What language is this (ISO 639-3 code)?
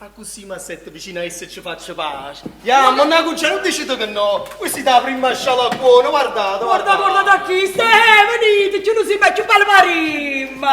nap